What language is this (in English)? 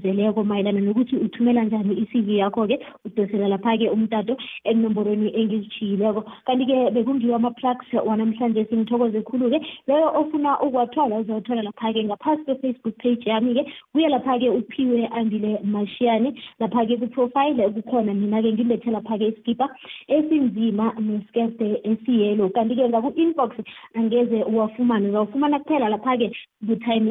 South Ndebele